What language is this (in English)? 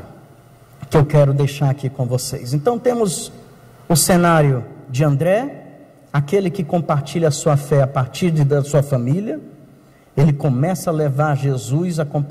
Portuguese